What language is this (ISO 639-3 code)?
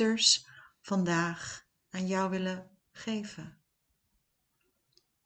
nld